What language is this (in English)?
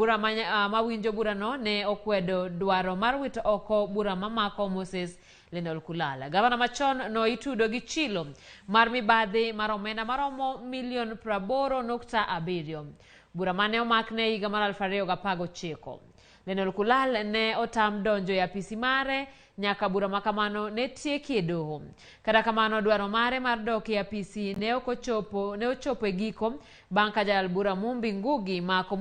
Luo (Kenya and Tanzania)